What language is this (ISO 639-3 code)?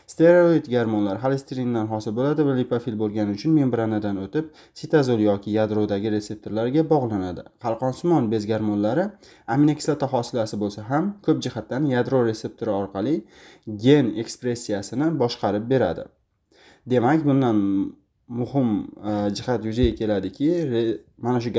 uzb